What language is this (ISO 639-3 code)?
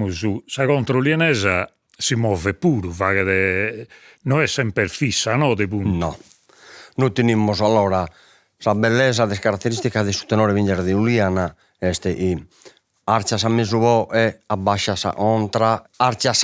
srd